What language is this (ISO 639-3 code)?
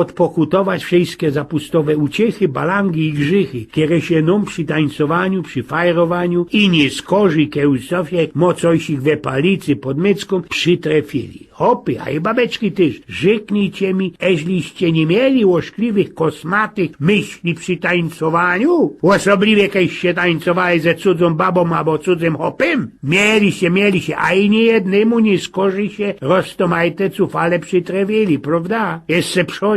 szl